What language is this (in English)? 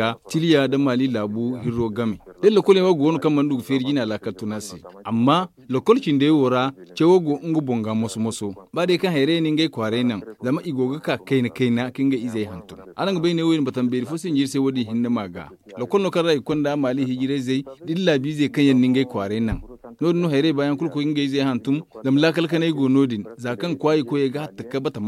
Zarma